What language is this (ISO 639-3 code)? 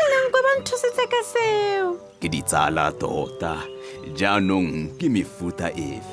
tsn